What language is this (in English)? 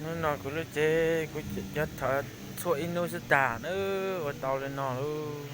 Hmong